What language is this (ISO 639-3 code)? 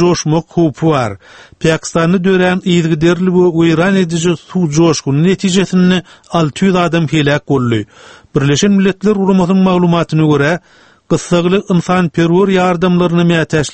tuk